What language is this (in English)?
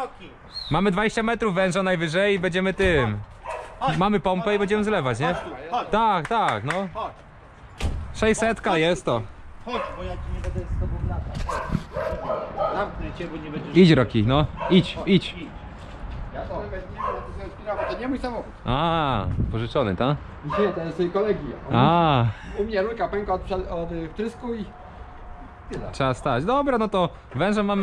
Polish